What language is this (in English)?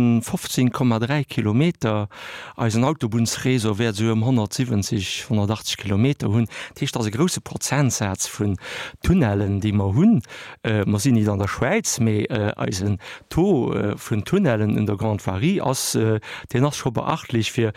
Luxembourgish